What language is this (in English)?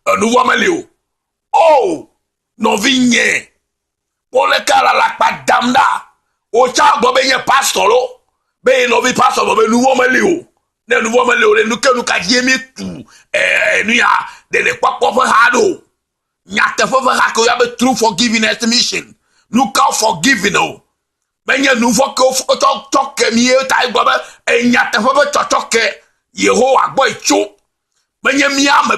Ewe